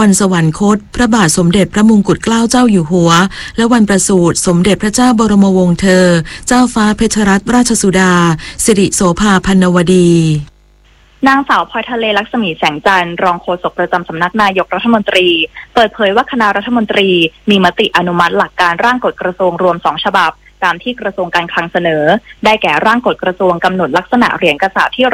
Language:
Thai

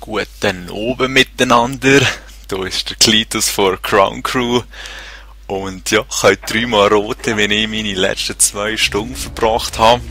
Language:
Swiss German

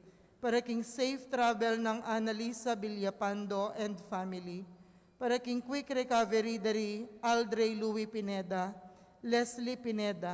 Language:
Pampanga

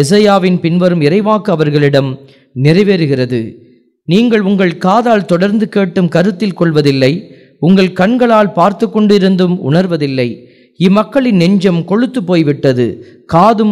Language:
Tamil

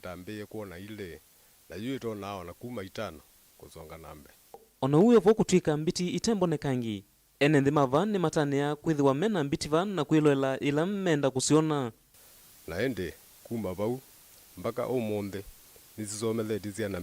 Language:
Kamba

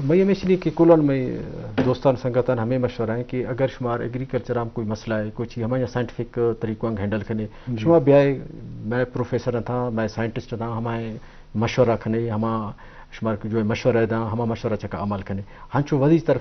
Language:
Eastern Balochi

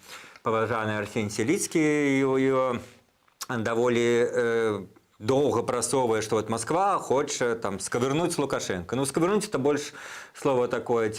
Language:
Belarusian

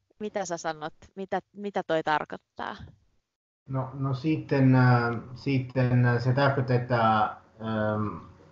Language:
Finnish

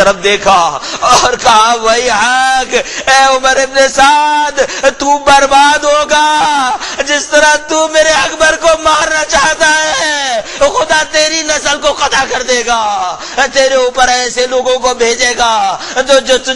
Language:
Urdu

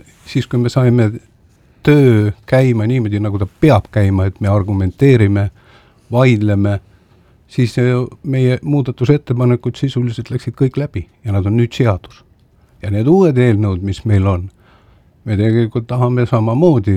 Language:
Estonian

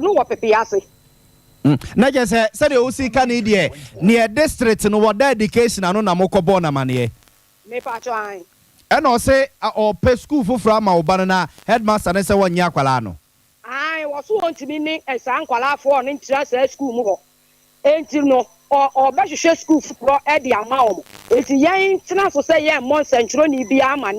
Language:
Akan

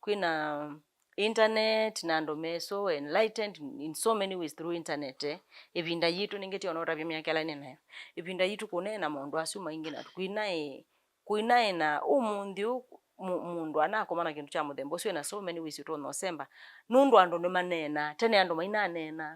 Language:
Kamba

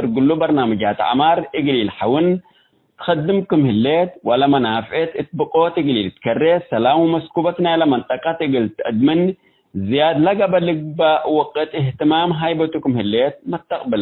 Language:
Tigre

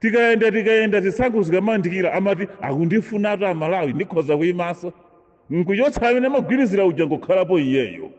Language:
Nyanja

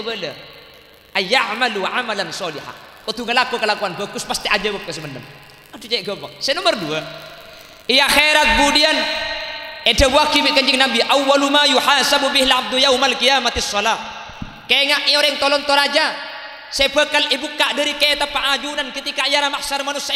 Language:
Madurese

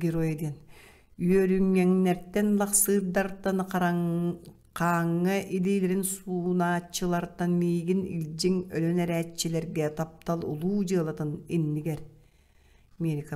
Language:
Yakut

